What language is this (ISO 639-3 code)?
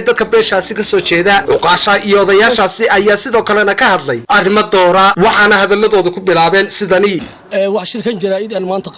som